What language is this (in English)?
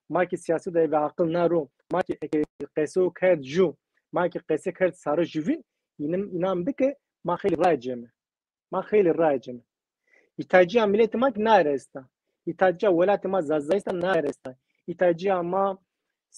Zaza